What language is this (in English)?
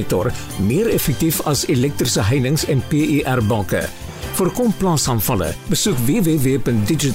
Afrikaans